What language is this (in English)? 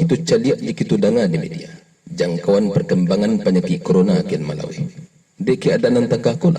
Minangkabau